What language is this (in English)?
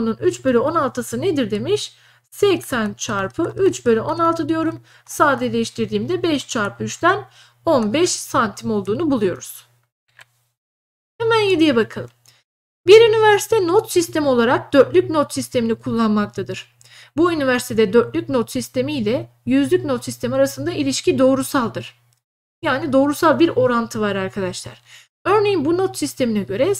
Turkish